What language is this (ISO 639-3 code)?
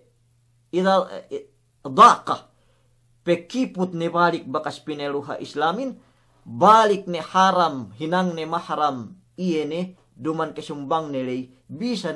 yka